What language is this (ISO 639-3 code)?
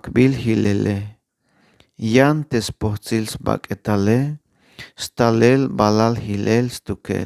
tzh